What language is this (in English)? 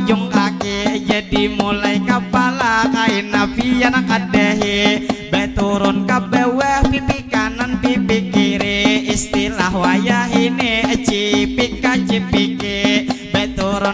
Banjar